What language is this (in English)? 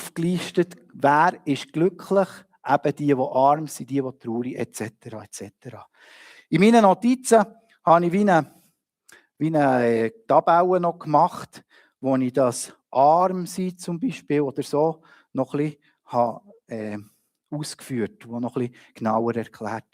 Swiss German